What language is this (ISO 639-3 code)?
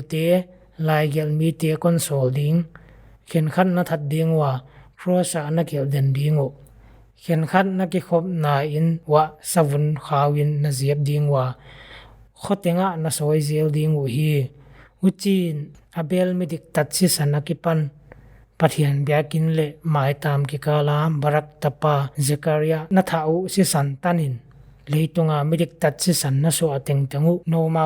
pck